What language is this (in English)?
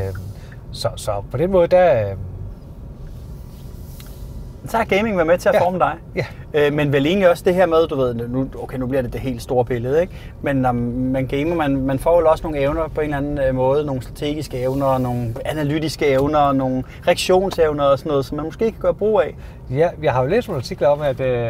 Danish